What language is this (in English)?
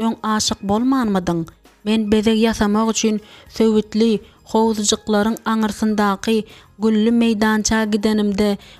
Turkmen